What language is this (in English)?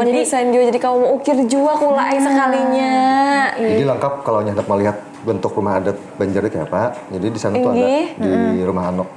Banjar